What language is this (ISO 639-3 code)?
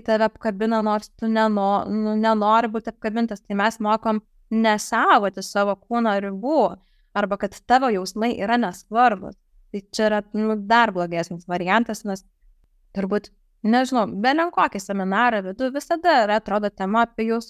lit